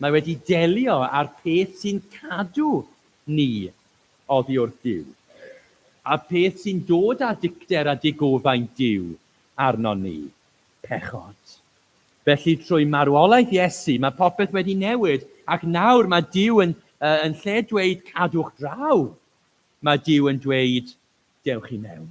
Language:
Welsh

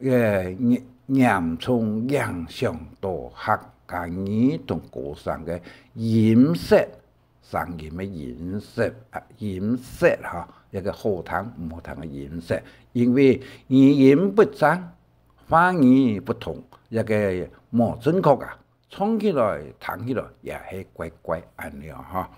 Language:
Hakka Chinese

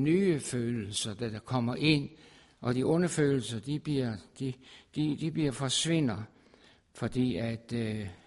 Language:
Danish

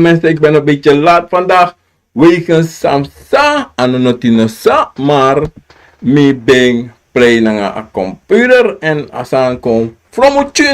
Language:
Sranan Tongo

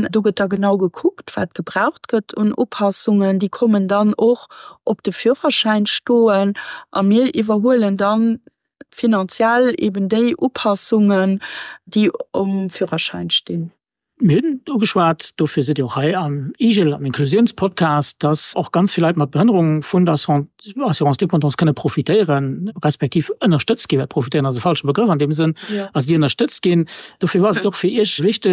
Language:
Luxembourgish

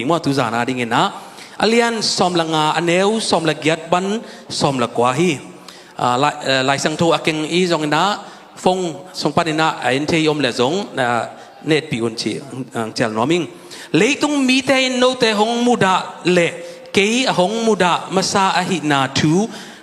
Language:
Tedim Chin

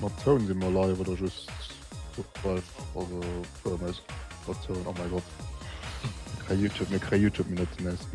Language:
Luxembourgish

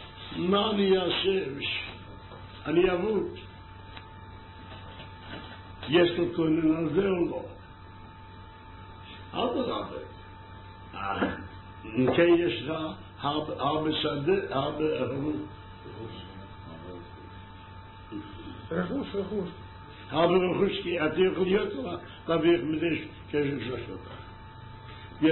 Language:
Hebrew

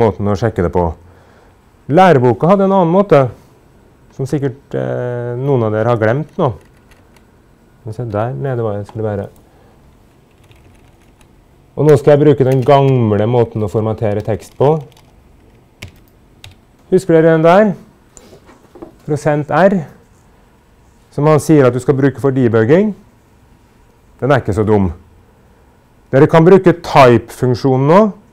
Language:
Norwegian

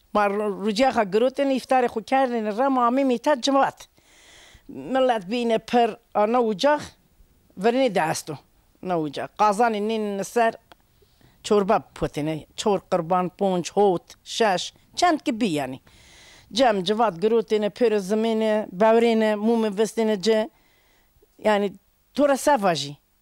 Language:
Zaza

